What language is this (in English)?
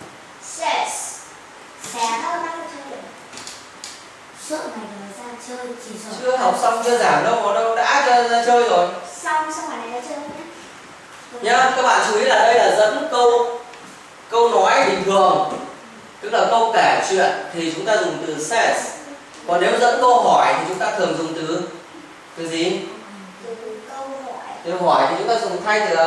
Vietnamese